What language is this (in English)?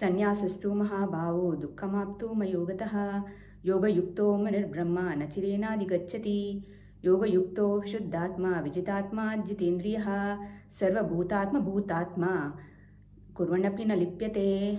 Sanskrit